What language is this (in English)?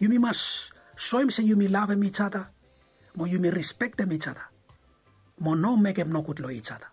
Bislama